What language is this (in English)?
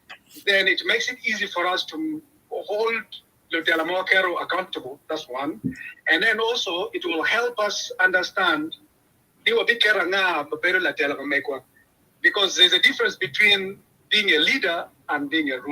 Acoli